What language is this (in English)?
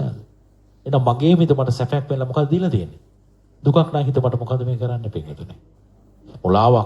Sinhala